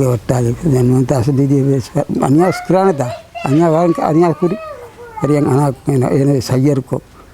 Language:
Divehi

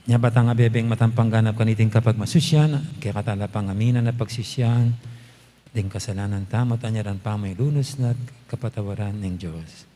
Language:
Pampanga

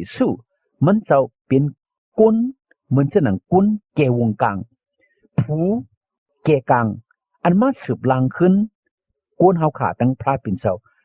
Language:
Shan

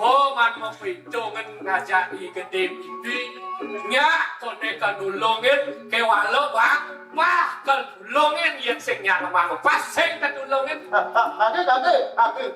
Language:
Balinese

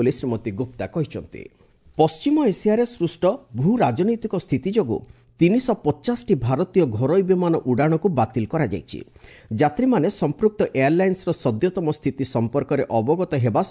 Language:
Odia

